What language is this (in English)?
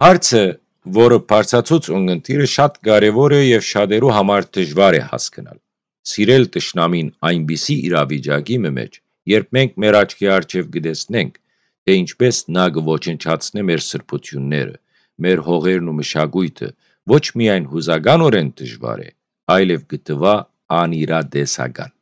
Western Armenian